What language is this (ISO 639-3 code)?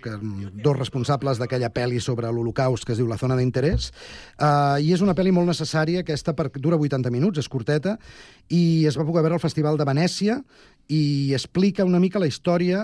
cat